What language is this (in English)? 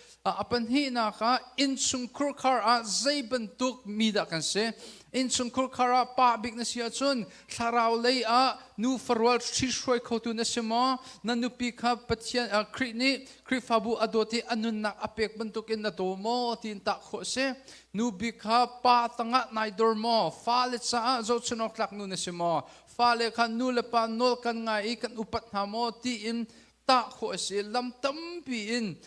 Hakha Chin